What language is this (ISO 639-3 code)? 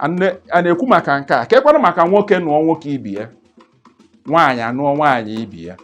ibo